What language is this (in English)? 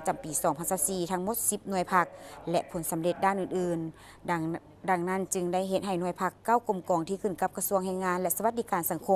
Lao